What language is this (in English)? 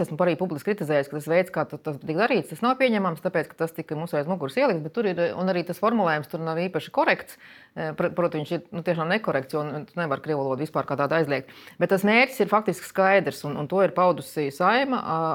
Latvian